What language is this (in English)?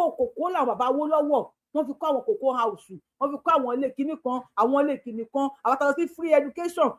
Yoruba